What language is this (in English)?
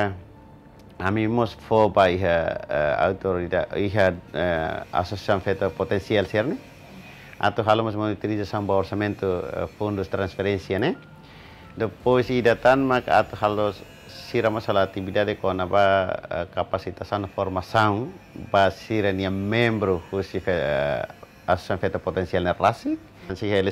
Tetum